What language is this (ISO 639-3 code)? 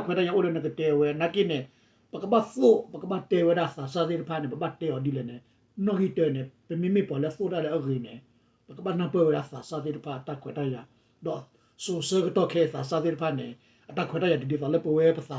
ksw